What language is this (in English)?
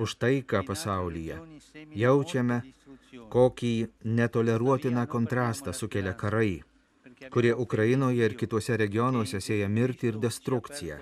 Lithuanian